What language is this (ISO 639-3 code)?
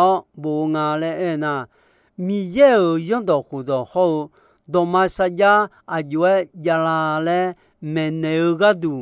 ahk